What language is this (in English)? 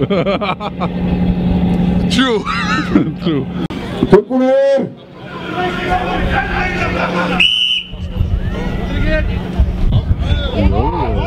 Icelandic